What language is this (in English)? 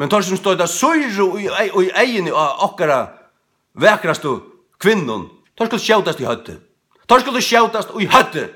Faroese